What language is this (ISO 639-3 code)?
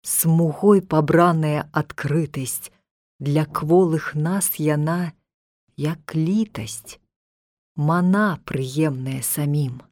bel